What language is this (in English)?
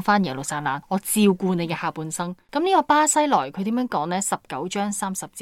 Cantonese